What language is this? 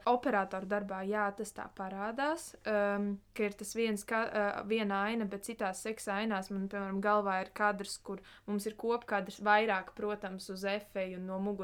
Latvian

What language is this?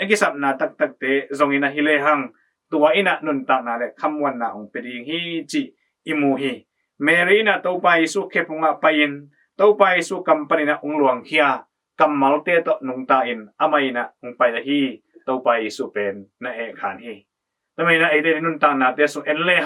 Tedim Chin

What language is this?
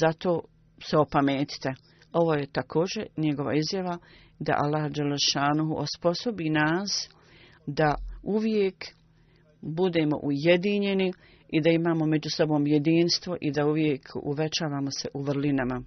Bosnian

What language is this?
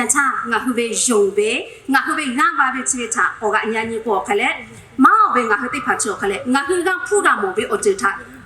Lahu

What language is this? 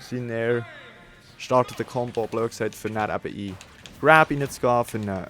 Swiss German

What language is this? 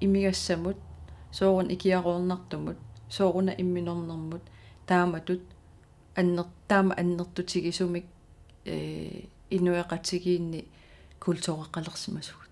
Kalaallisut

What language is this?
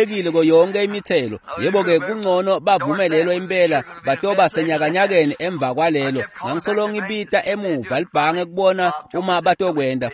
Swati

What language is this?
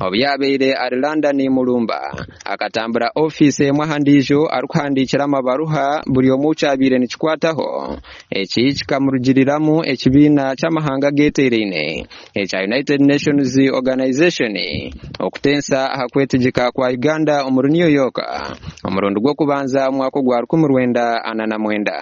Nyankole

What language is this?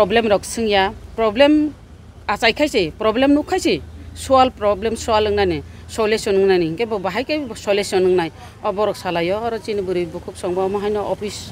Kok Borok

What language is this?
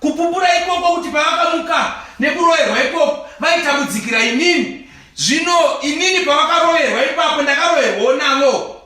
Shona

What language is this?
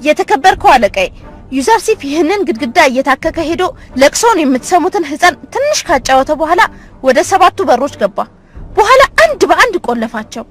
Amharic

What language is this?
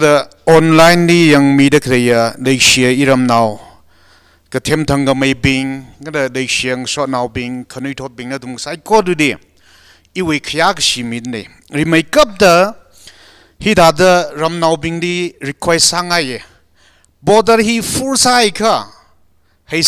Tangkhul Naga (India)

